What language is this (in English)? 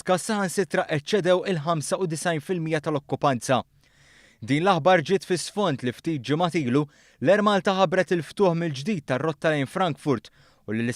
Maltese